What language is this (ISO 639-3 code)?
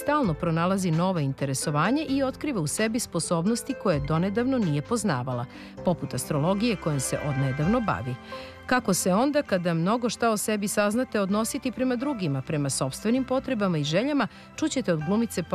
srp